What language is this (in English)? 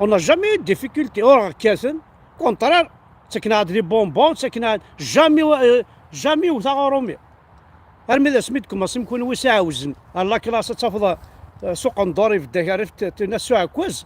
Kabyle